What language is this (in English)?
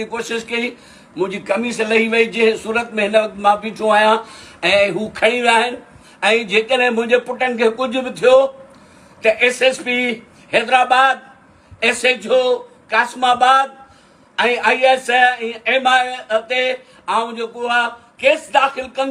Sindhi